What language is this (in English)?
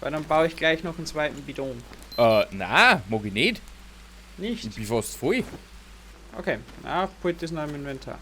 Bavarian